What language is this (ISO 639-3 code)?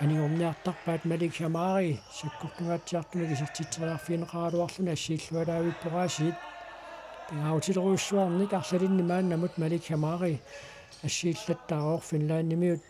kal